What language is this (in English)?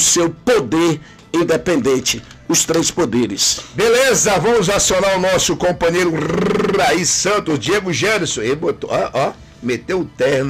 Portuguese